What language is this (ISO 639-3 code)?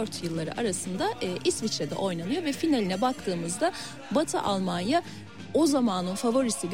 tur